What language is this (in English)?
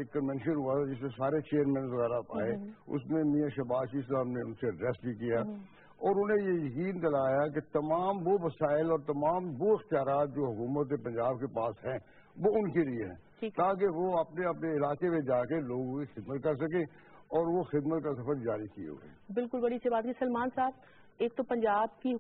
Urdu